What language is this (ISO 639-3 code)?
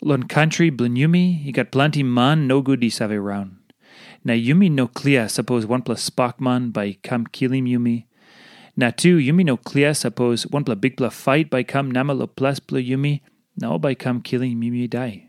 tpi